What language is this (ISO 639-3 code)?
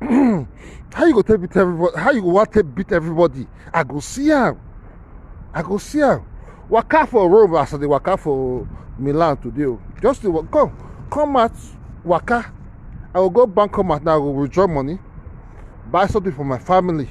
pcm